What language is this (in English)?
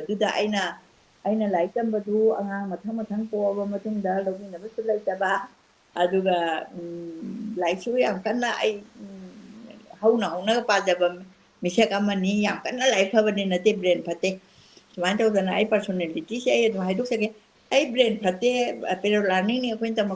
Manipuri